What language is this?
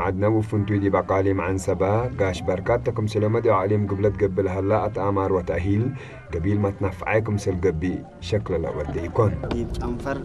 Tigre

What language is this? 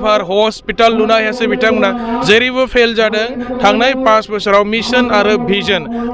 Bodo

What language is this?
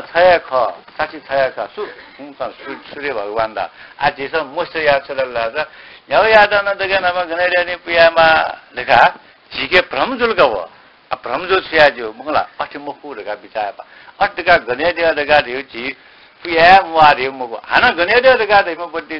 Newari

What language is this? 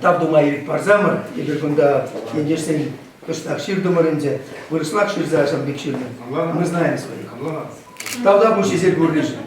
Chuvash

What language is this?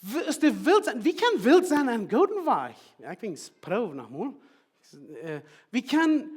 Plautdietsch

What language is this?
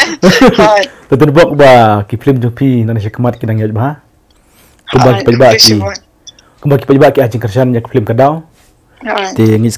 Khasi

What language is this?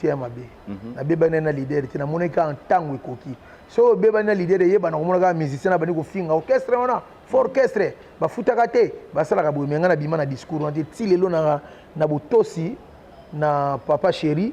Lingala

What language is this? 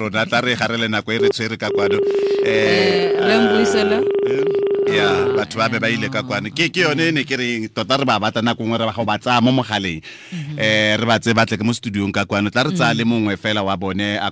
Tswana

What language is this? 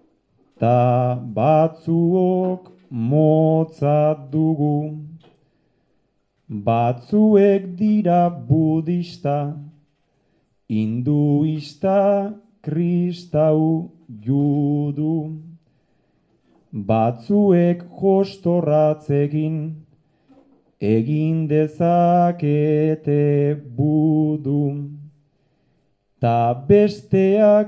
Basque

